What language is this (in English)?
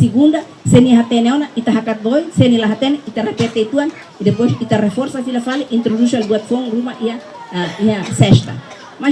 Tetum